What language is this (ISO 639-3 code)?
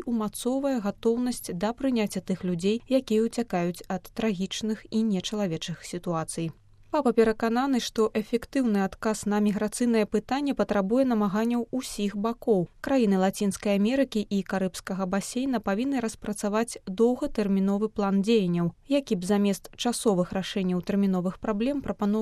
bel